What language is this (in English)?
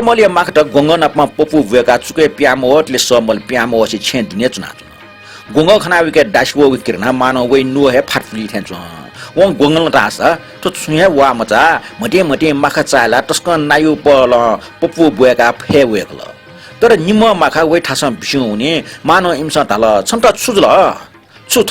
Newari